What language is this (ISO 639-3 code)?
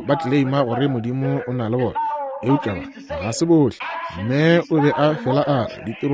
nso